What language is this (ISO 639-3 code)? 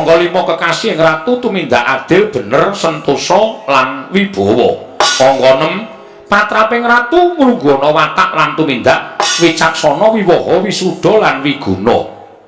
jav